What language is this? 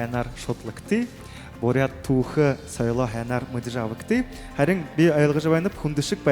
Buriat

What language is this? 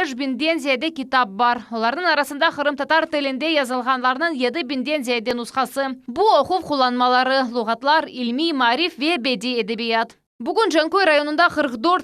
Crimean Tatar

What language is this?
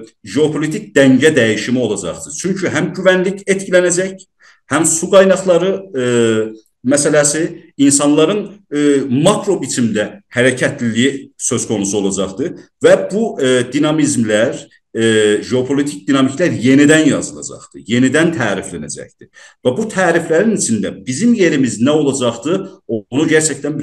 South Azerbaijani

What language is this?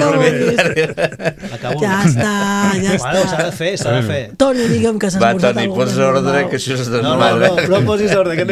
Catalan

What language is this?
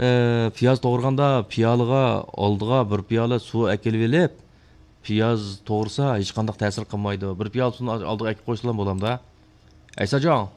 Uyghur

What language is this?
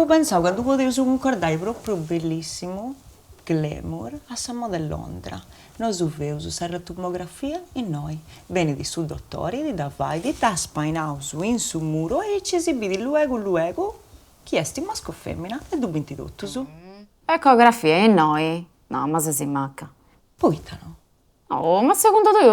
Sardinian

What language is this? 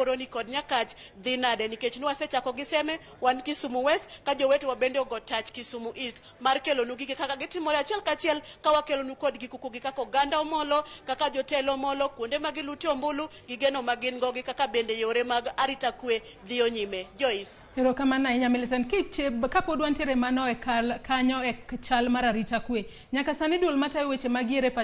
Luo (Kenya and Tanzania)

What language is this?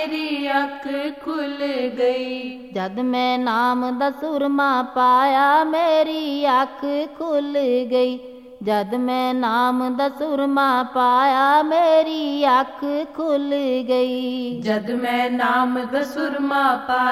Punjabi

